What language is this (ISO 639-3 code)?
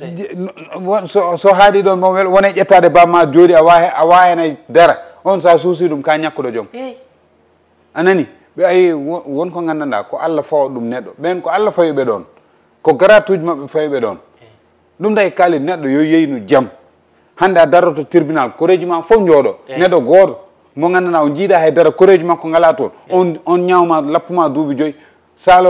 ful